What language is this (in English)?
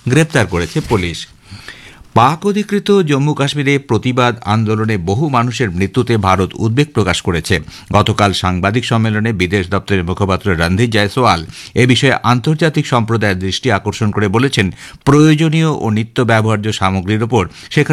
Bangla